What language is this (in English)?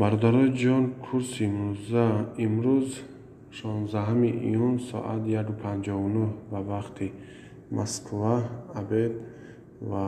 Tajik